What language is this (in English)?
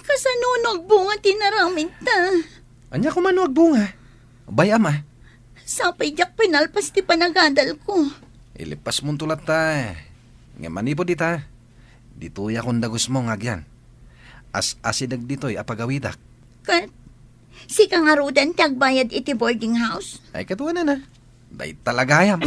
Iloko